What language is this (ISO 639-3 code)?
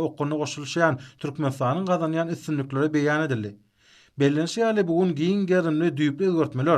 tuk